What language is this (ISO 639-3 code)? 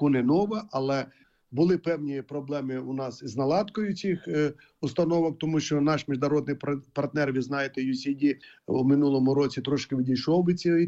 ukr